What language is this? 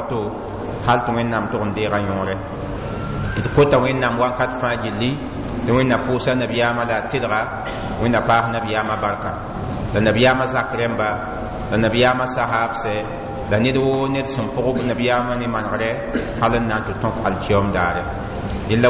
Mossi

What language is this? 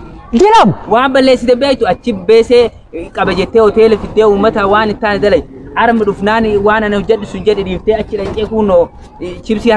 Oromo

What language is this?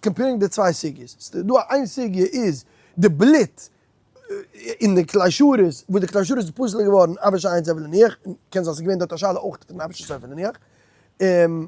Yiddish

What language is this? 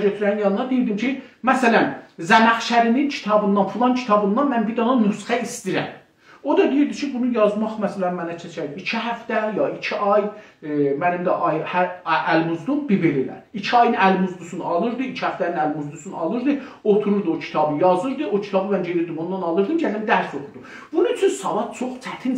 South Azerbaijani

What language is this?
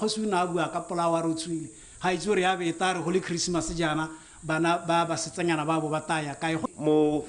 Tswana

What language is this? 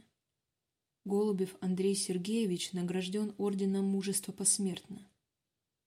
Russian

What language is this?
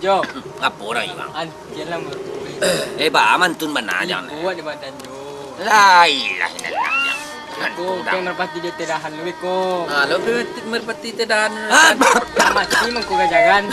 Minangkabau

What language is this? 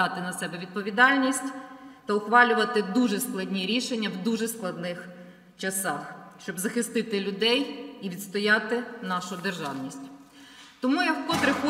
Ukrainian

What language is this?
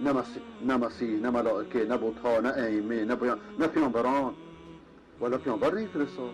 Persian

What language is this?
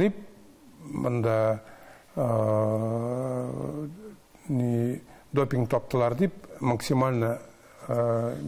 Tatar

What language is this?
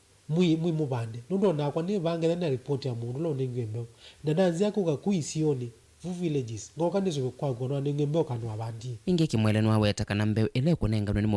Kamba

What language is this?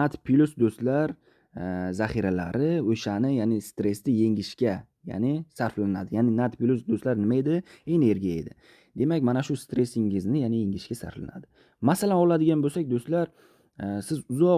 Uzbek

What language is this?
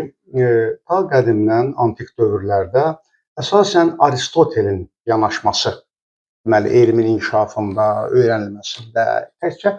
Azerbaijani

